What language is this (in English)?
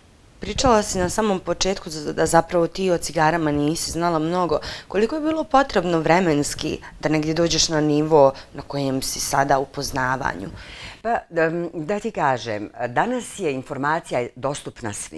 Bosnian